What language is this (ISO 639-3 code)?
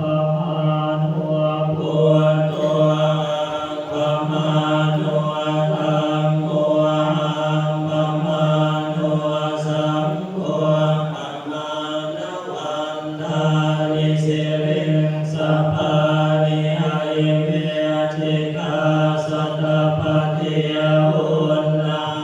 pli